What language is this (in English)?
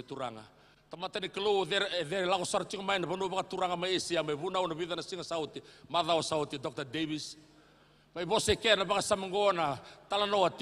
Fijian